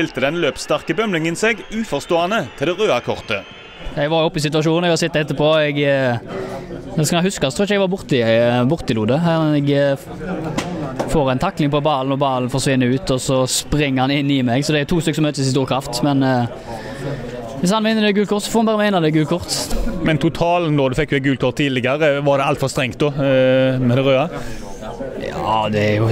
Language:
Norwegian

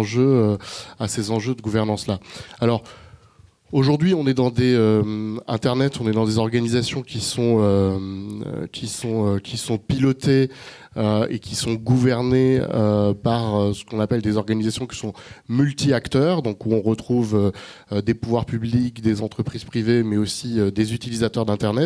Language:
French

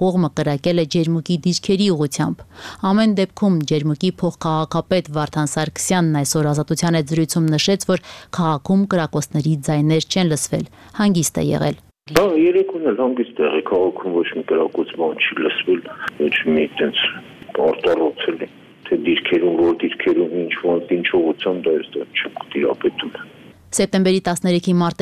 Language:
Armenian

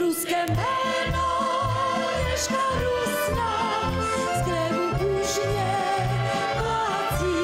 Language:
Rusyn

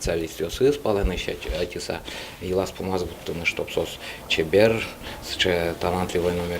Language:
Udmurt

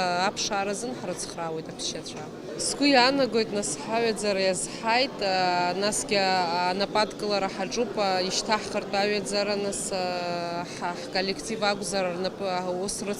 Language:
Abkhazian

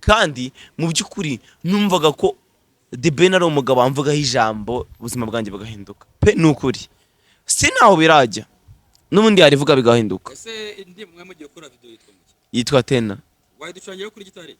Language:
Kinyarwanda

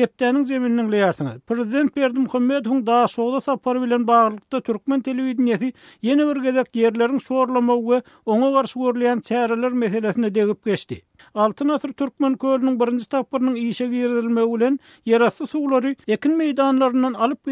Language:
Turkmen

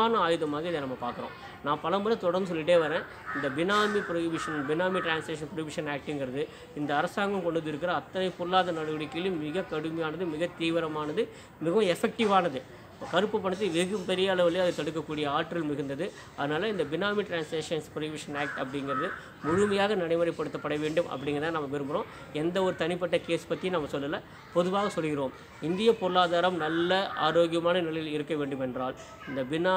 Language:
Tamil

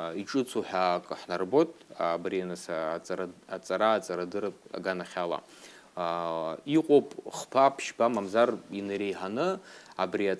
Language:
Abkhazian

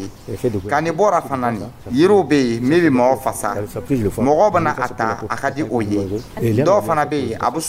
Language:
Dyula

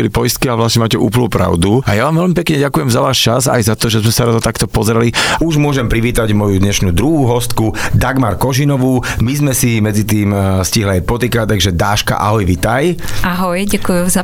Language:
Slovak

